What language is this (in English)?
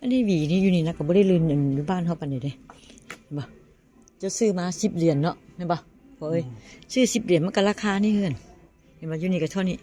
Northeastern Thai